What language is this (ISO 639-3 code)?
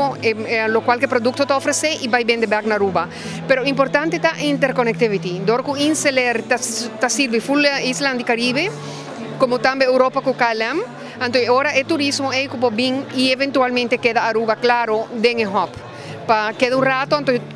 pap